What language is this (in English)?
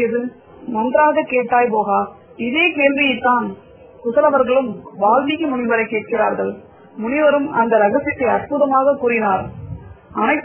Tamil